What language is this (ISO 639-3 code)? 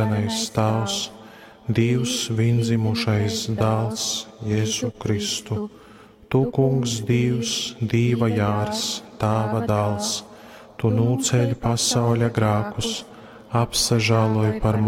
ltg